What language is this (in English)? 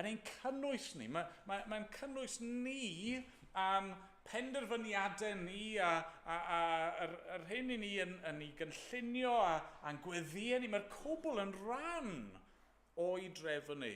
Welsh